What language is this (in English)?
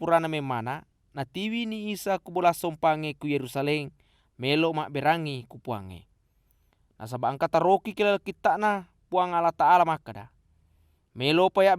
Buginese